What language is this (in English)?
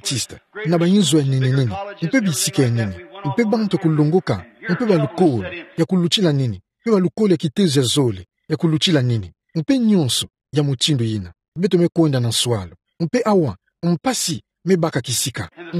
Kituba (Democratic Republic of Congo)